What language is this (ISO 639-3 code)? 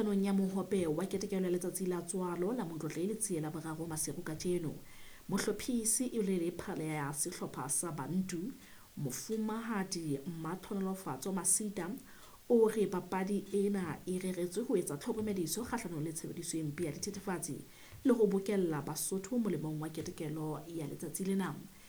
sot